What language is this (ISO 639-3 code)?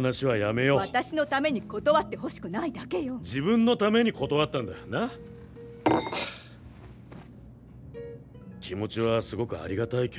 jpn